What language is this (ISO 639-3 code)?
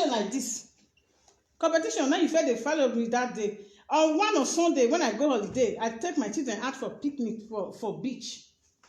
pcm